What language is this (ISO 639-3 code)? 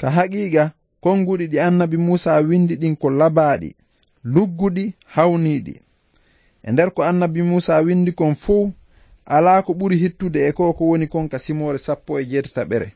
ful